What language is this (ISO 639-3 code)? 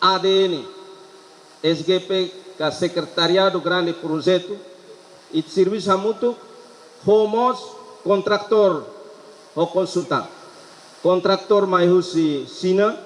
tet